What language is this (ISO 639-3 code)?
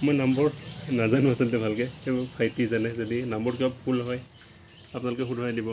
asm